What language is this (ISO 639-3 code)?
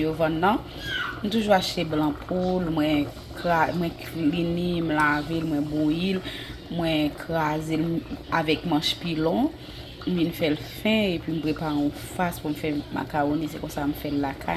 hat